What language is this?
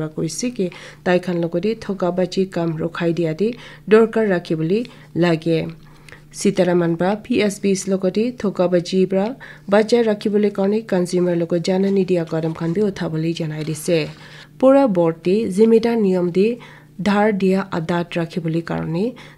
Naga Pidgin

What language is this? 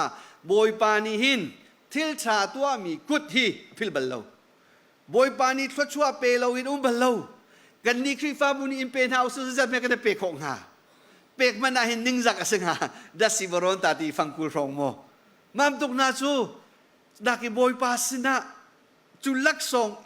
Hakha Chin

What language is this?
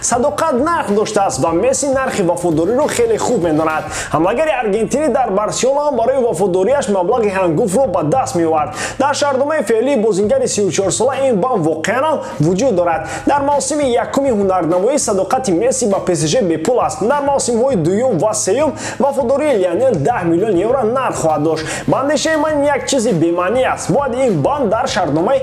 Tajik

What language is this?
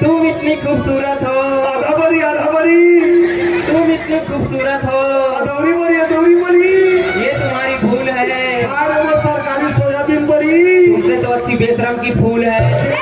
Chhattisgarhi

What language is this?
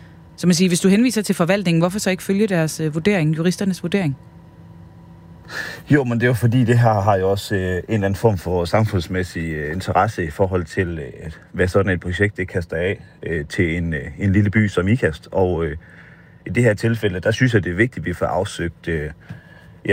Danish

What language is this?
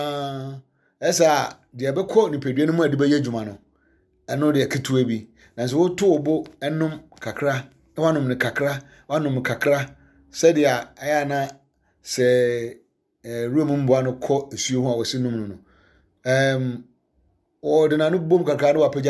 Akan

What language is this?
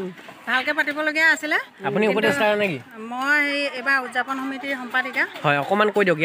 Assamese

